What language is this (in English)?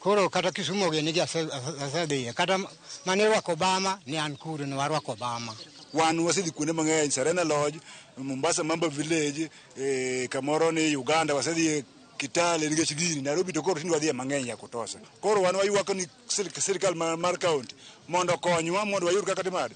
Luo (Kenya and Tanzania)